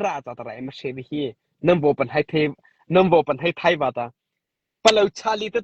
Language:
Mara Chin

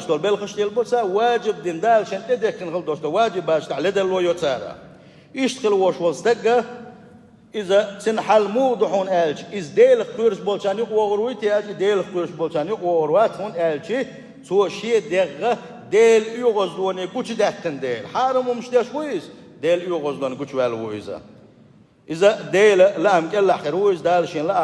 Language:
Chechen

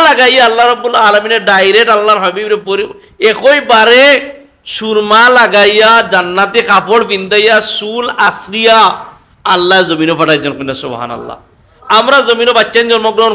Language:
Sylheti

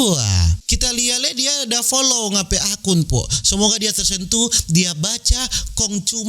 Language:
Manado Malay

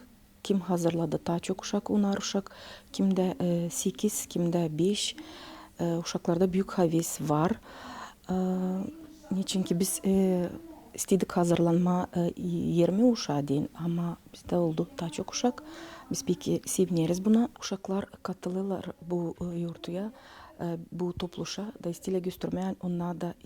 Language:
Gagauz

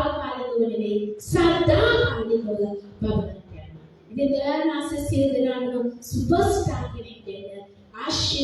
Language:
Sinhala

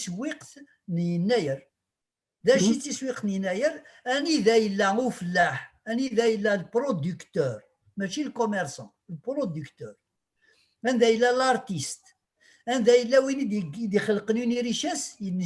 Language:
Kabyle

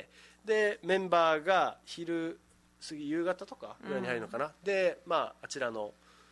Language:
Japanese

